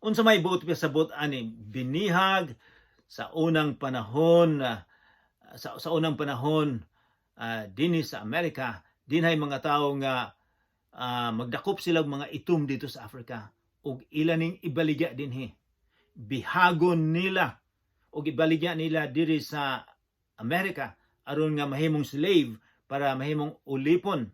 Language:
Cebuano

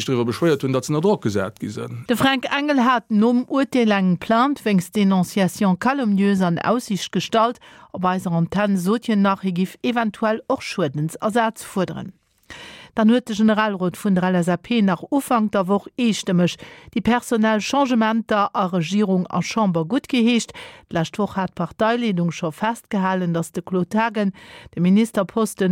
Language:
Luxembourgish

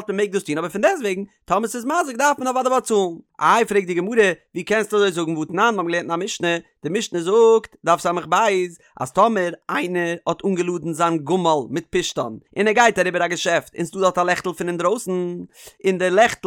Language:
Yiddish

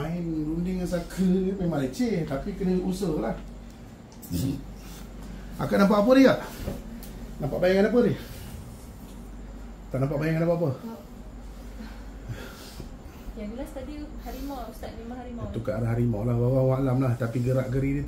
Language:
Malay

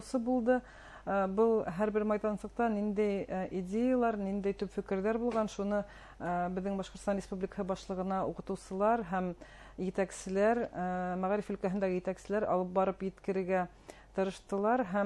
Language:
Bashkir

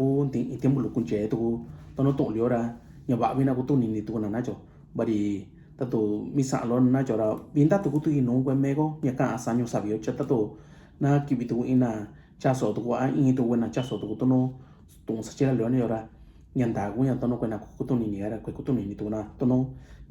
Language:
Mixtepec Mixtec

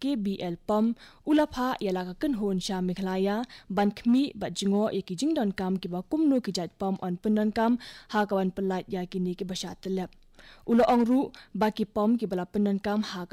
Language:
Khasi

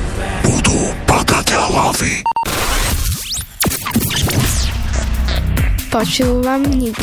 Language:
Slovak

